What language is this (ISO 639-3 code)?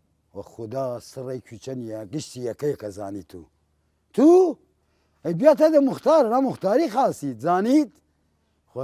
sdh